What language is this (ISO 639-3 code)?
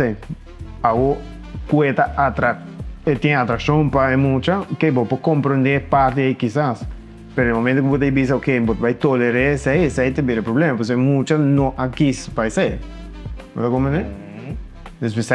pap